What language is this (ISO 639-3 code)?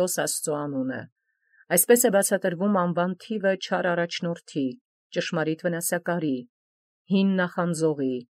hye